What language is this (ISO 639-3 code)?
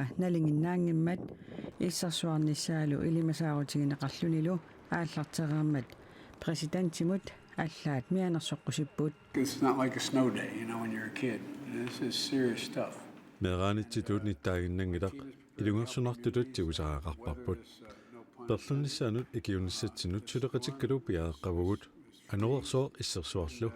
kal